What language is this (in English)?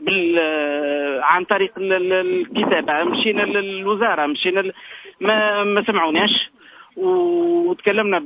Tunisian Arabic